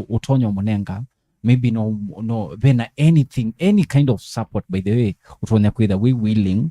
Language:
Kamba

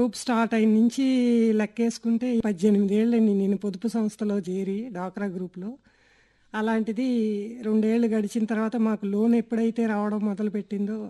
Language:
Telugu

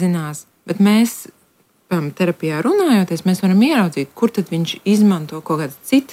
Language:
Latvian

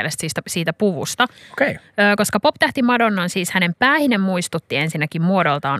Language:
Finnish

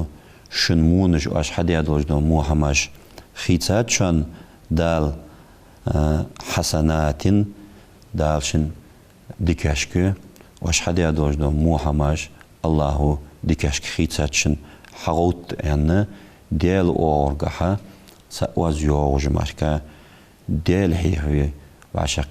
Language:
Ingush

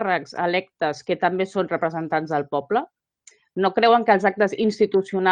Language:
Catalan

